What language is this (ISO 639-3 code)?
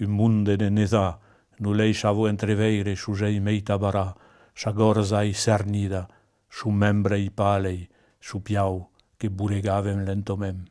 oci